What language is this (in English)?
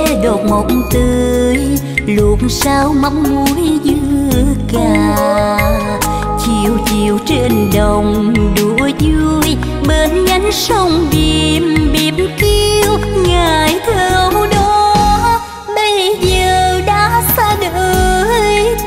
Vietnamese